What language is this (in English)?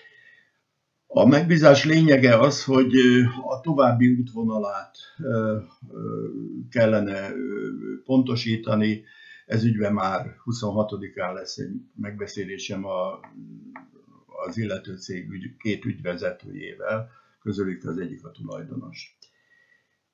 Hungarian